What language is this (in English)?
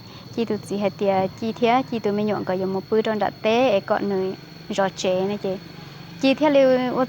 Hmong